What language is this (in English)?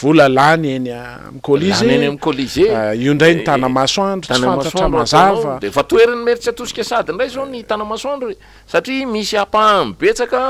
Malagasy